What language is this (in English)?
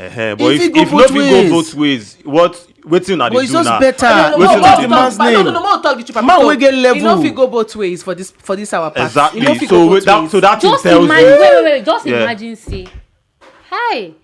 Nigerian Pidgin